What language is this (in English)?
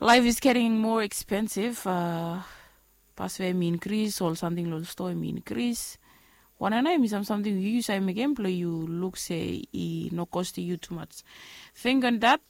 Bislama